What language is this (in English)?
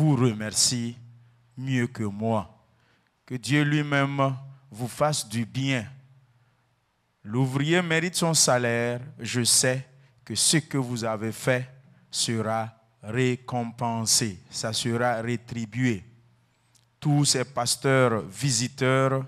French